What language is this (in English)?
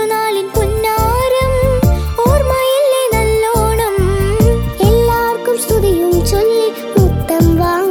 Malayalam